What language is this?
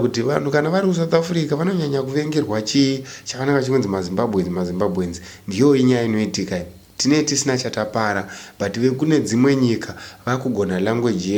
Shona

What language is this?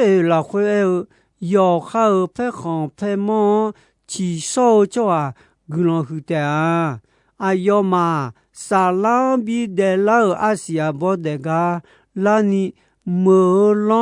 Akha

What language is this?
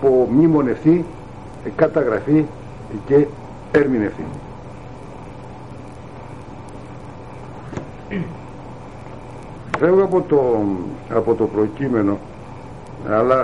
Greek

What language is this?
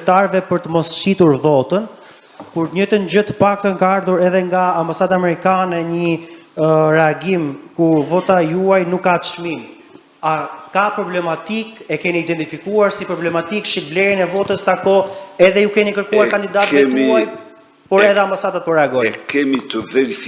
Albanian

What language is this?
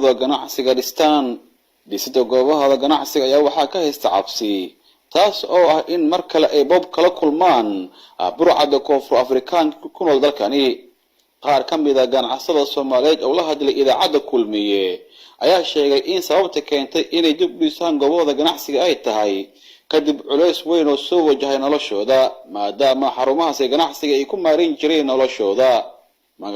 Somali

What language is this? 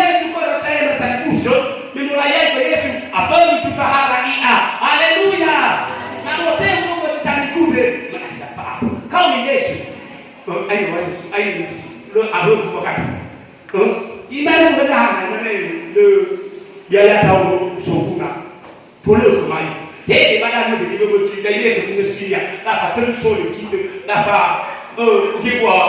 Nias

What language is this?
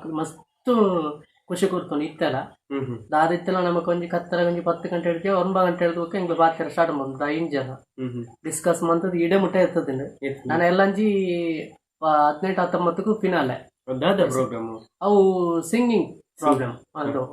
Tulu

